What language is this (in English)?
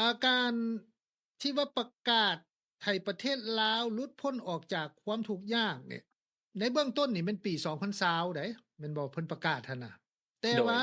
Lao